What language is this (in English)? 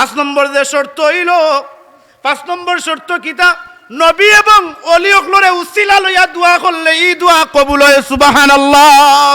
Sylheti